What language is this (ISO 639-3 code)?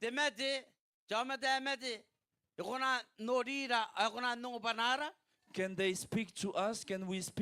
gil